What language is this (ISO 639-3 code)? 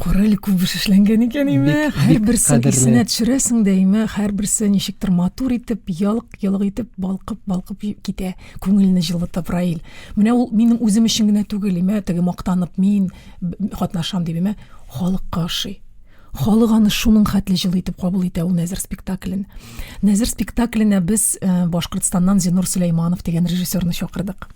tat